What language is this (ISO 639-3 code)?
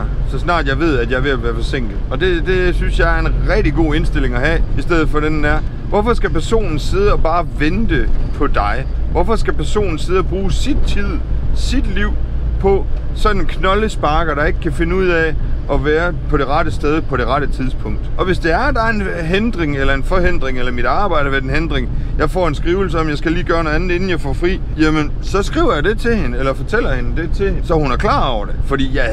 dan